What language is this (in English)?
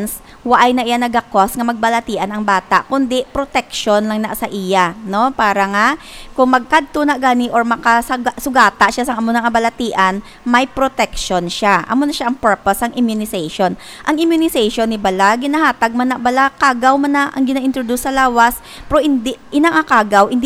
Hiligaynon